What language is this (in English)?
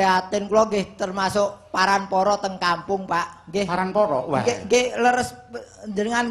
Javanese